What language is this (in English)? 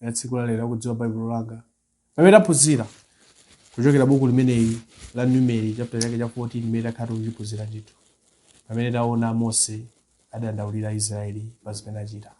Nyanja